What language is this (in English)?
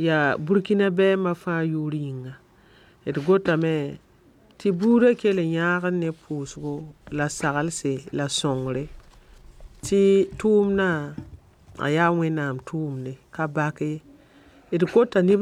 Mossi